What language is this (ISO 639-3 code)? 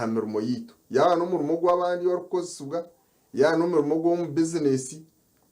nyn